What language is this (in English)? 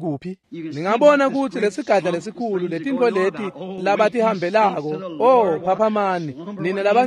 Swati